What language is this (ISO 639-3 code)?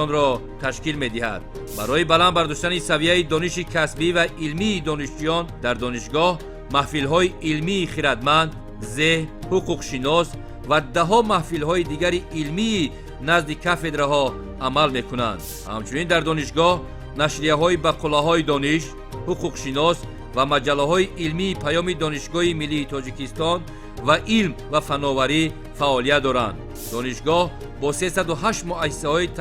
tgk